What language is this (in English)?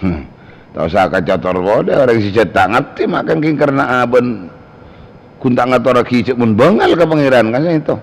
Madurese